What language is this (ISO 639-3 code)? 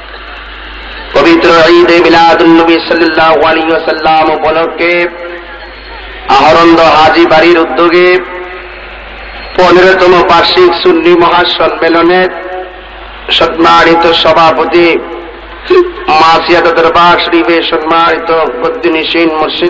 ben